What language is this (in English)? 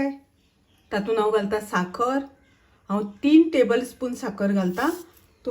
Konkani